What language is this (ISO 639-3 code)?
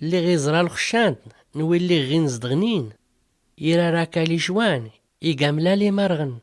shi